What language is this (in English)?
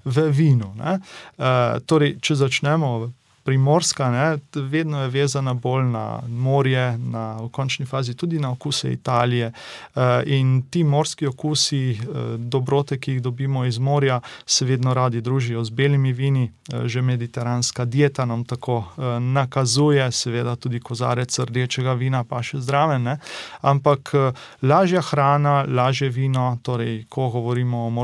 Slovenian